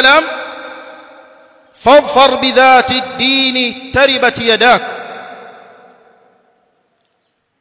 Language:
Swahili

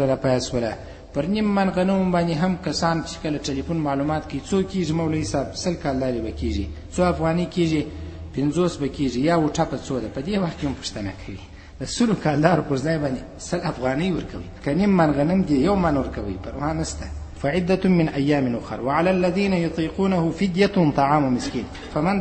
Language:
Pashto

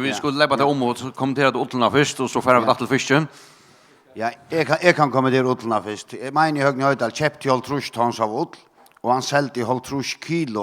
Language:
Faroese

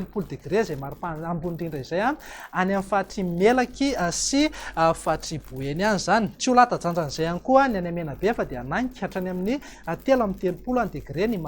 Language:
Malagasy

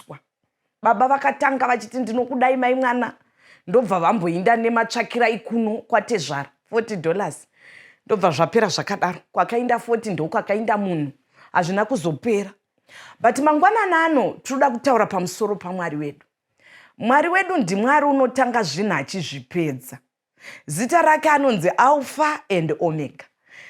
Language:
Shona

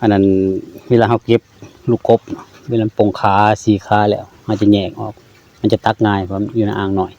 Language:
Lao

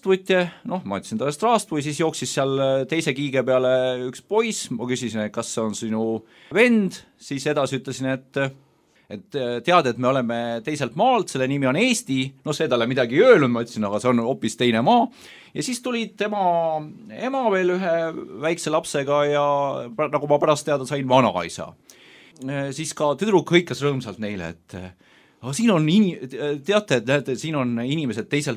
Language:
Estonian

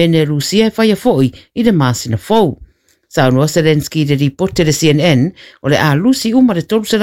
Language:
Samoan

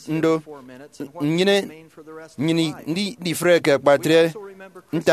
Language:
Efik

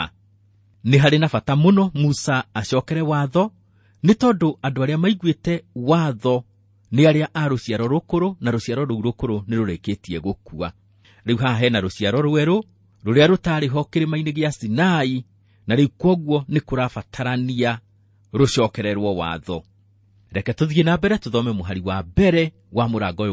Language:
Kikuyu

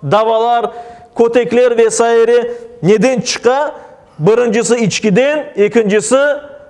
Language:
Crimean Tatar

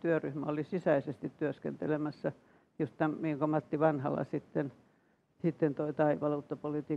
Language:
Finnish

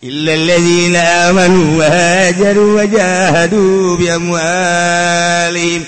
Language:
Sundanese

